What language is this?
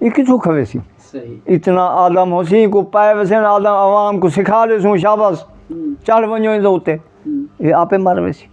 Saraiki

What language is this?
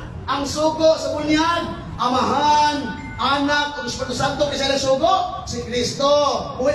Cebuano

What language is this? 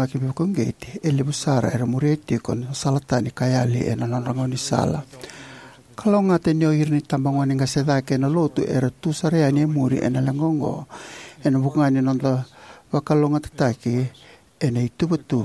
Fijian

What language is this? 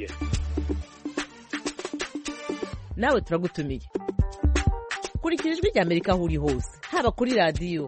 Kinyarwanda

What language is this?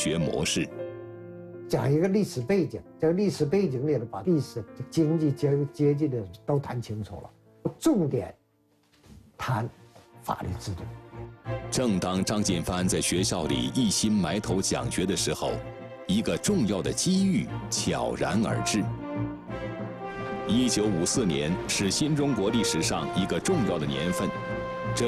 Chinese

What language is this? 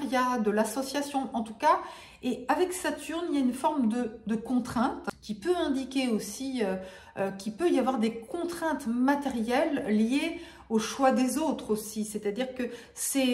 French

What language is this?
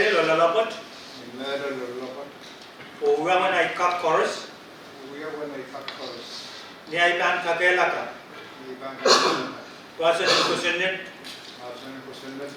Pohnpeian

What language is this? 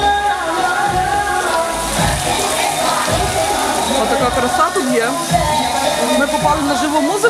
Ukrainian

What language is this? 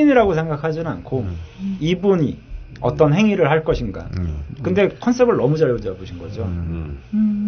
Korean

